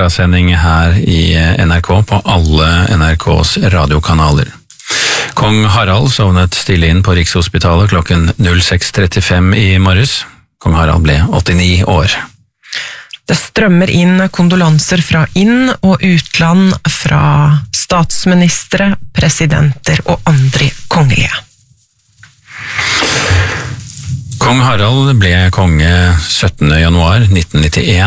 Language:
Norwegian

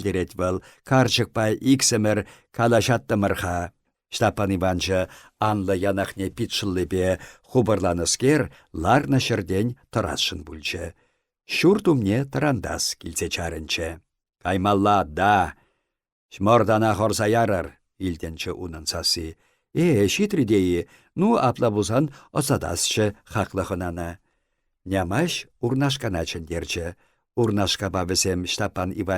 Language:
Chuvash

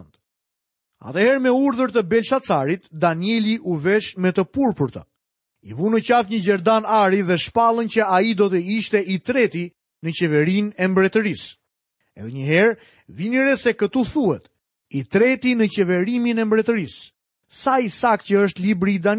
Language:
Albanian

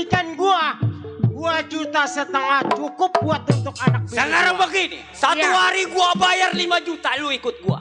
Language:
Betawi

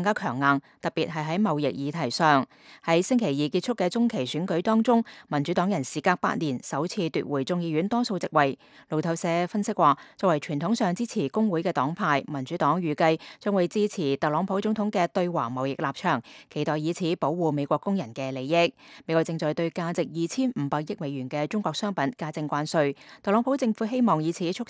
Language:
Cantonese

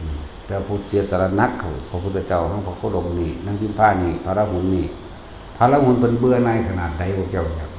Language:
Northeastern Thai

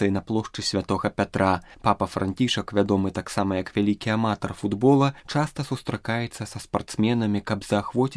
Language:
Belarusian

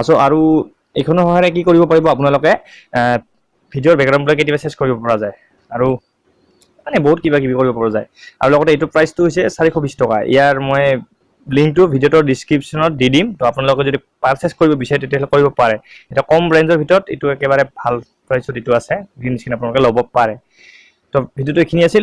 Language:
Assamese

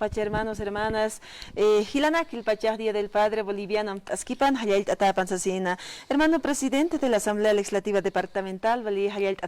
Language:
Aymara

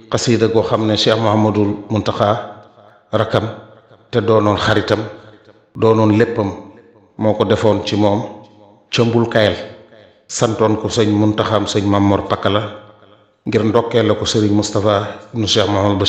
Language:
Wolof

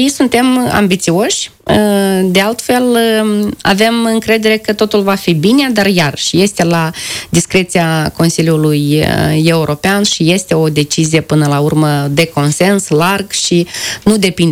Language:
Romanian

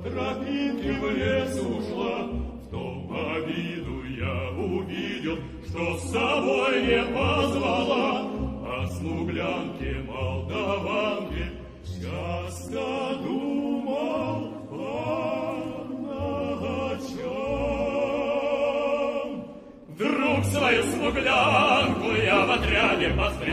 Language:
Russian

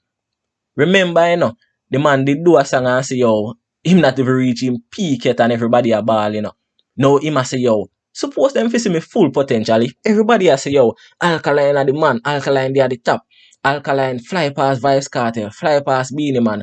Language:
Jamaican Creole English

